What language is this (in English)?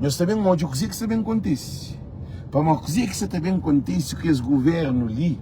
Kabuverdianu